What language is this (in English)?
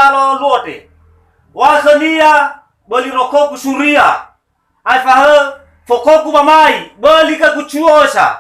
Nias